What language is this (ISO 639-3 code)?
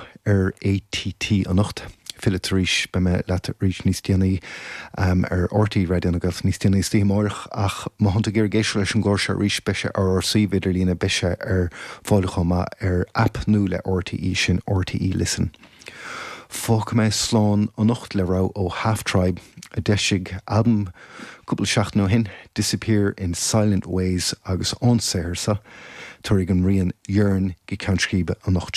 gle